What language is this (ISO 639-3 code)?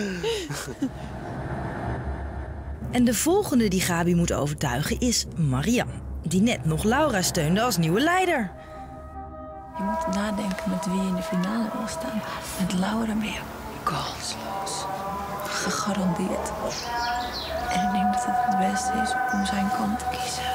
nld